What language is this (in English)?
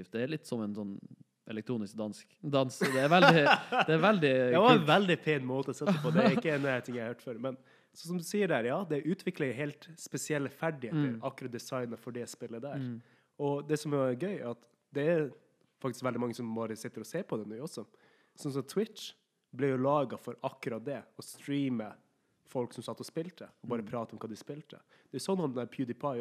Norwegian